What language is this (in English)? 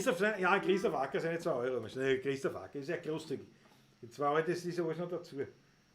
Bavarian